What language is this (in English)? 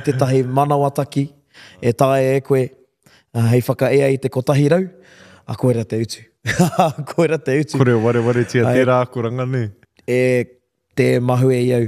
Māori